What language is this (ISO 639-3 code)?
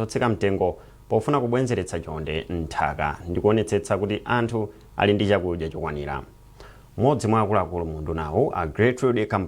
nya